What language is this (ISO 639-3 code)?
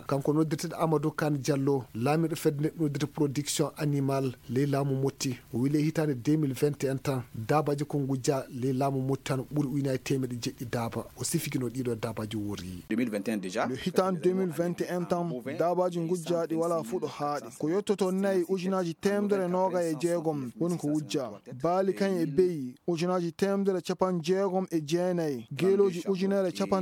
ful